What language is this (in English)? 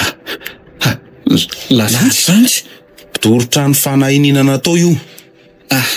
Malagasy